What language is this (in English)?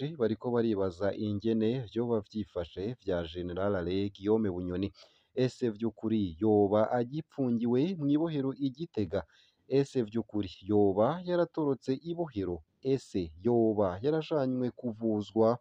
Rundi